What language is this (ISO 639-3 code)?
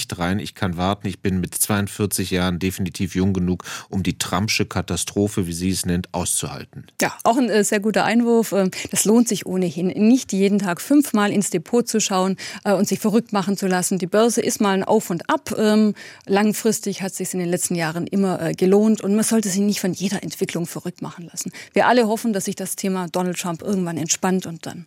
deu